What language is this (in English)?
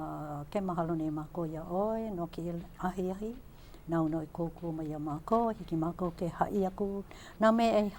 Hawaiian